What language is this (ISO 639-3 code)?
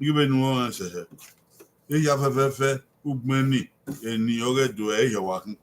bin